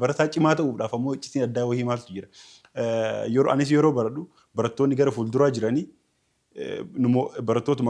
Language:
Oromo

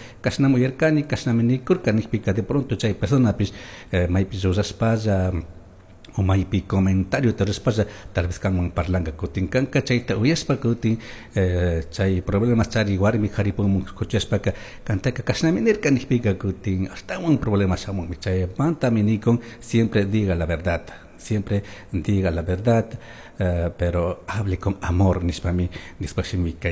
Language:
Chimborazo Highland Quichua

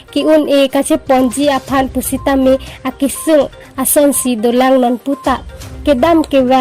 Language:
Karbi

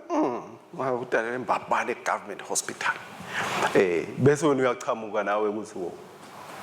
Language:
Swati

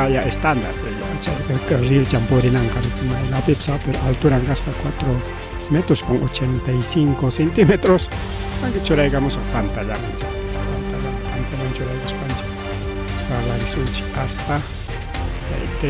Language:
Ayacucho Quechua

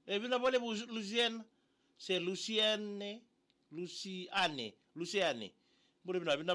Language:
Fijian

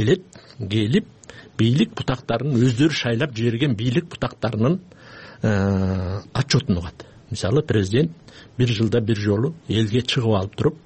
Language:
Kyrgyz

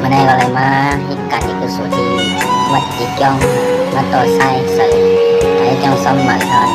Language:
Shan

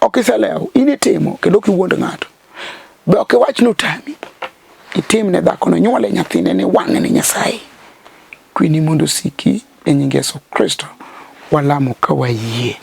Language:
Luo (Kenya and Tanzania)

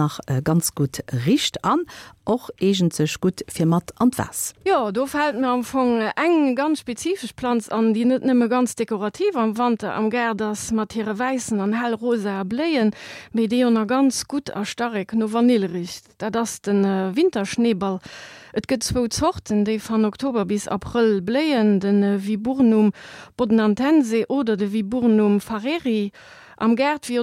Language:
Luxembourgish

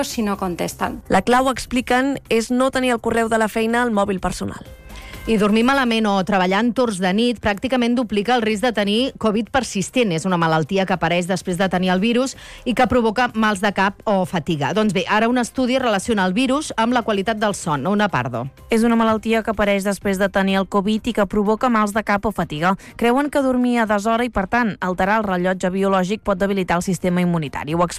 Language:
Catalan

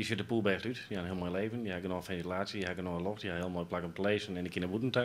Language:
Western Frisian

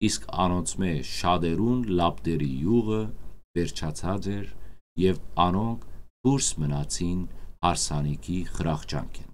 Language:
Western Armenian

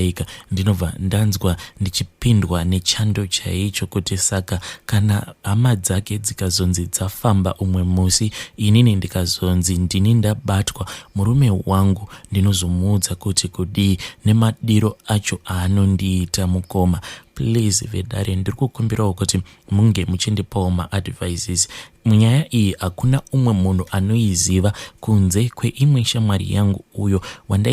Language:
Shona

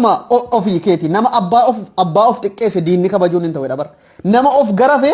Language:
Oromo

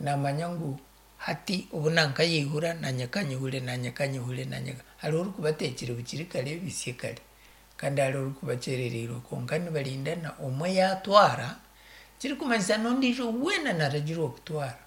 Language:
Nyankole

